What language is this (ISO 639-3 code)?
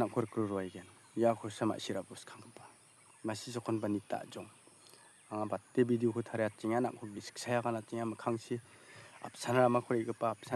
grt